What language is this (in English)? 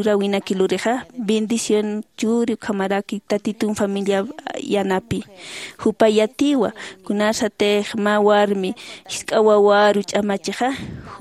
Aymara